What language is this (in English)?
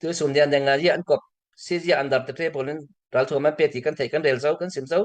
Falam Chin